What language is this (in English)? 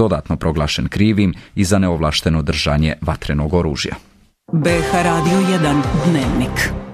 Bosnian